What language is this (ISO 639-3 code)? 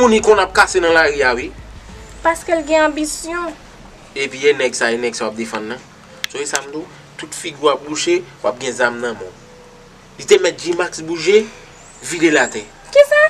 hat